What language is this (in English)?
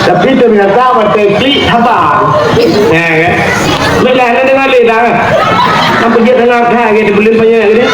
Achinese